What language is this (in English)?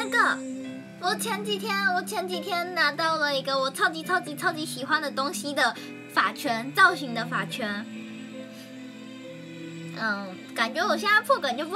Chinese